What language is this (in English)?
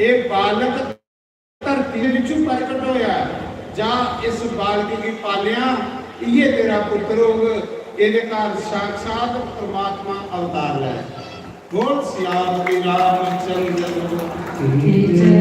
Dogri